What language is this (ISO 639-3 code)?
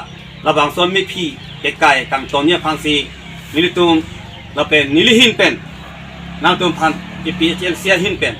mjw